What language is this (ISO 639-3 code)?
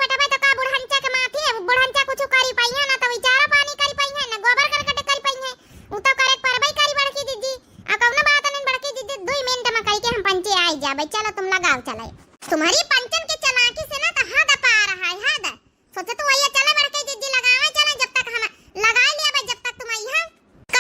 awa